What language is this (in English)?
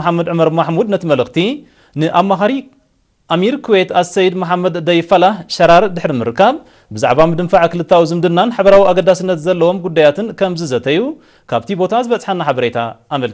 Tigrinya